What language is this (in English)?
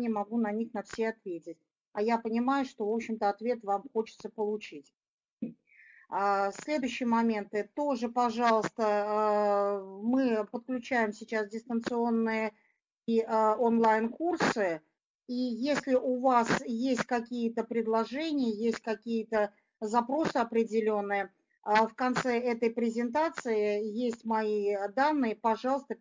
Russian